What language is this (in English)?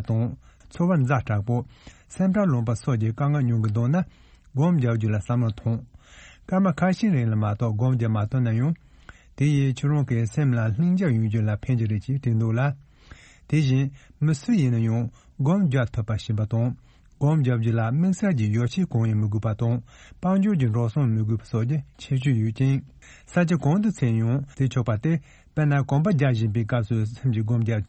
Tibetan